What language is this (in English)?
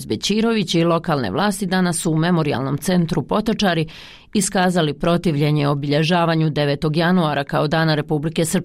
Bosnian